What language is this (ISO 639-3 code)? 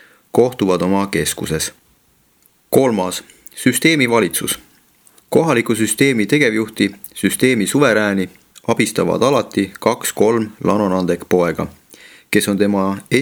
est